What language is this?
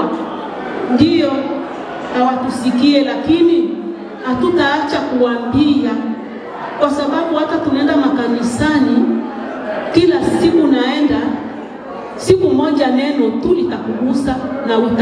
Swahili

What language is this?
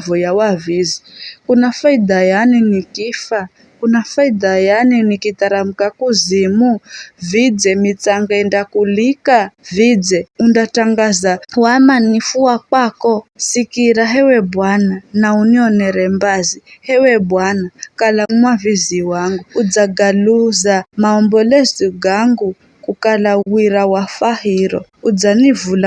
Giryama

